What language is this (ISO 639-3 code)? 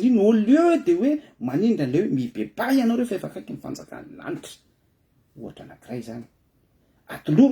mlg